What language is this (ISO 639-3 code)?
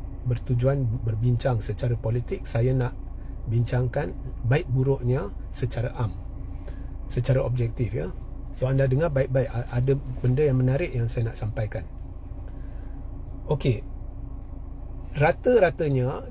msa